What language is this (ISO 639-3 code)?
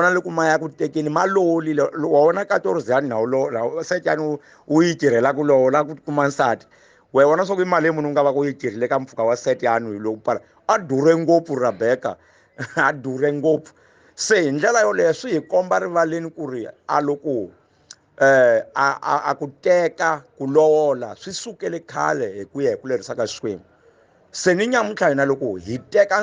tso